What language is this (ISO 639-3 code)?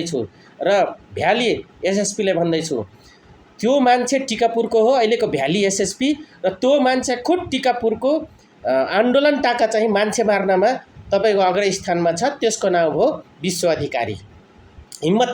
nep